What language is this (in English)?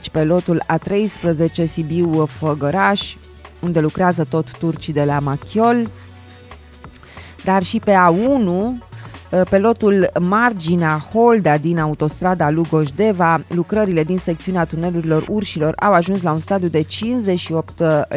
Romanian